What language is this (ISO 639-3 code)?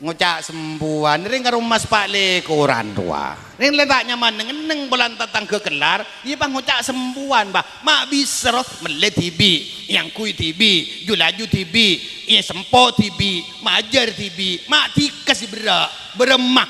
mad